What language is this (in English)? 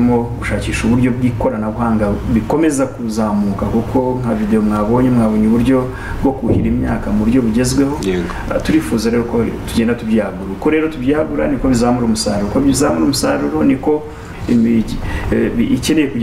Kinyarwanda